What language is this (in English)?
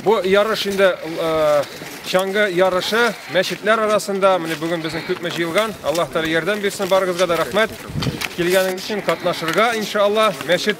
Tatar